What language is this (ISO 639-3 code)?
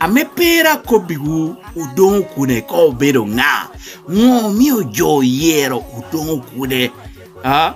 laj